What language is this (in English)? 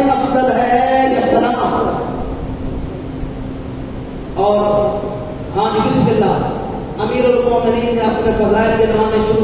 Urdu